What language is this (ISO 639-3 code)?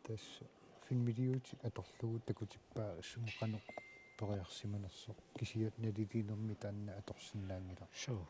kal